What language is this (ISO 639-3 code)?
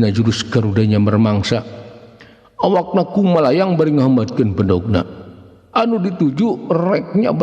sun